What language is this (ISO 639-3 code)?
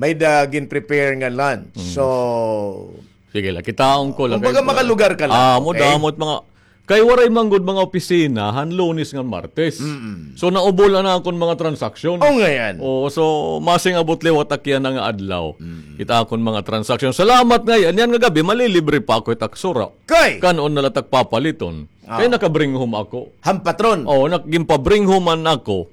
war